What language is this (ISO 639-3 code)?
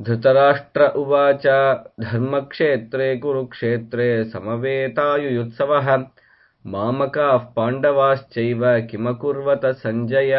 san